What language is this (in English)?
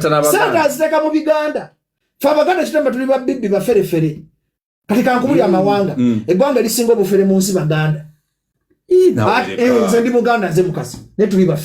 Ganda